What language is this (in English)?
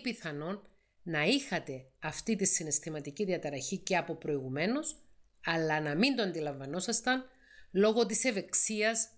Greek